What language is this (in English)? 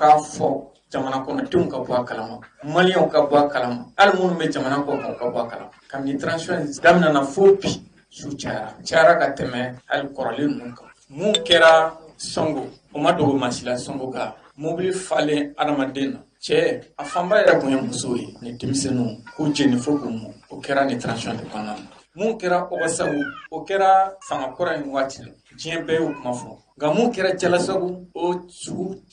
Bambara